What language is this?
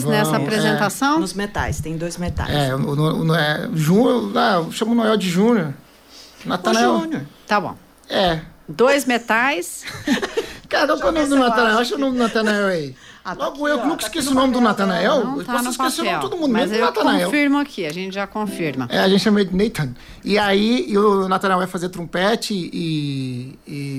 Portuguese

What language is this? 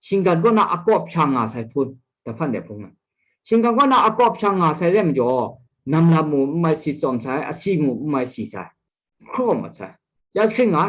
Kachin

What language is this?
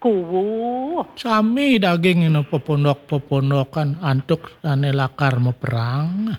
Balinese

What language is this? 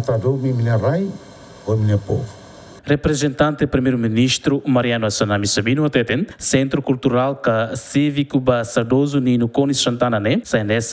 Tetum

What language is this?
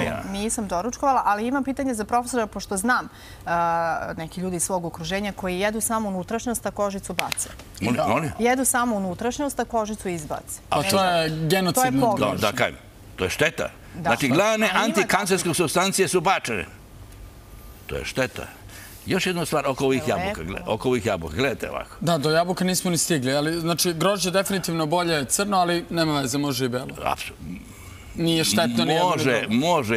Serbian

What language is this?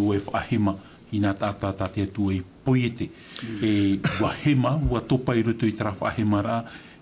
Tahitian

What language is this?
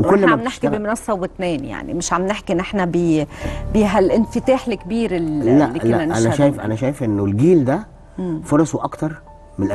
Egyptian Arabic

